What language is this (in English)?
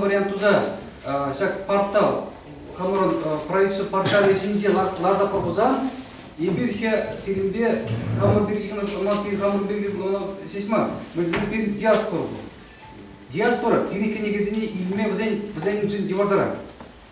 Chuvash